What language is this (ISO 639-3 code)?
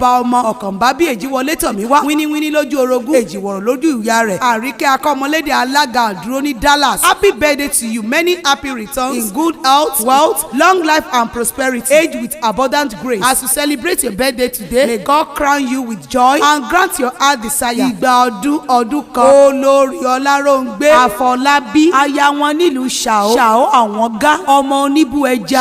yor